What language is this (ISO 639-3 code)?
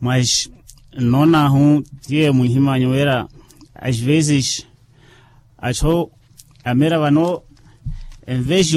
vmw